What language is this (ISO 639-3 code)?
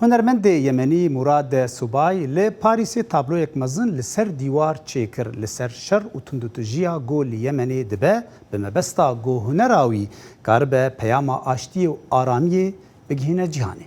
kur